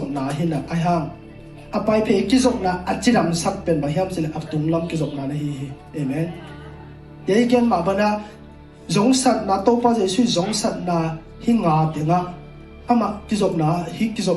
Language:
Tedim Chin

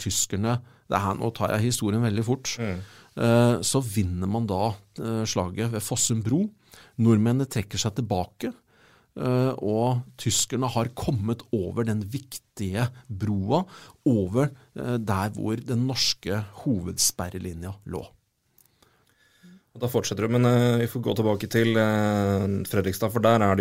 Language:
Norwegian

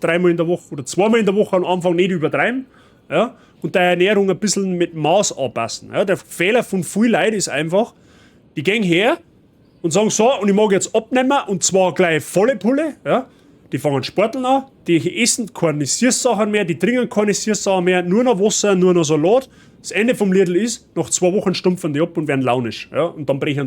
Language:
Bavarian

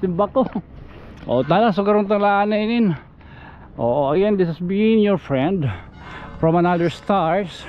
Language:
Waray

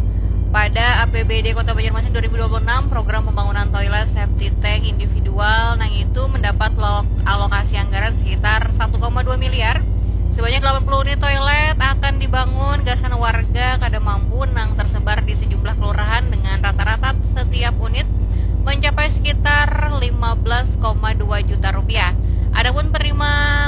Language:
Banjar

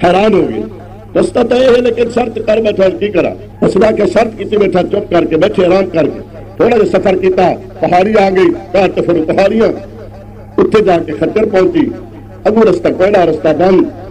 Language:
Saraiki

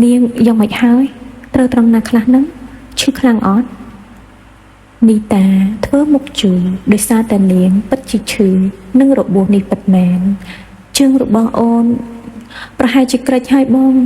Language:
Khmer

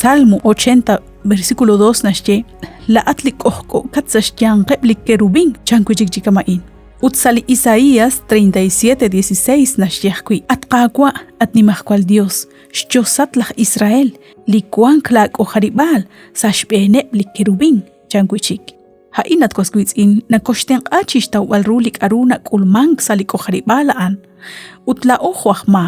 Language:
Kekchí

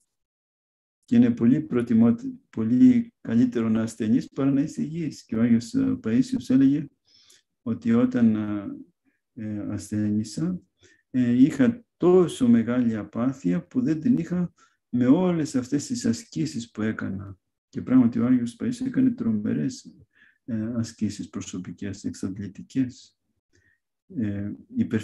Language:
Greek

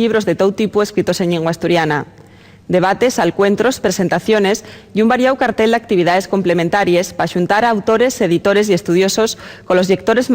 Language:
Asturian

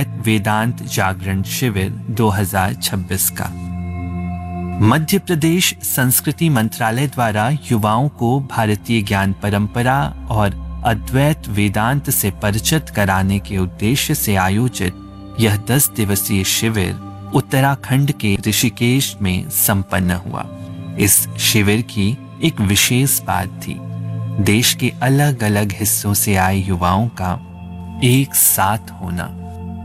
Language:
Hindi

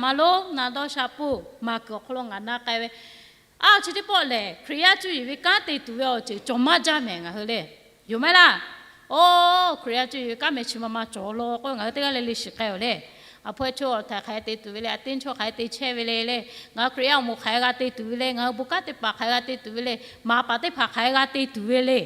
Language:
Lahu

